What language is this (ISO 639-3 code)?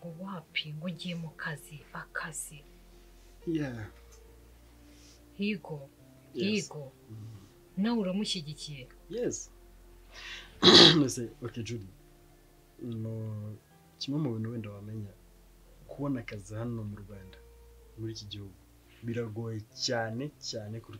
kin